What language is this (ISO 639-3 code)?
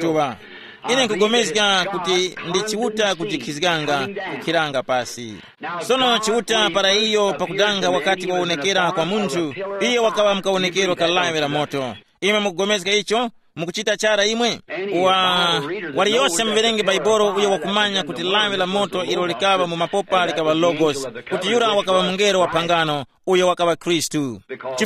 tum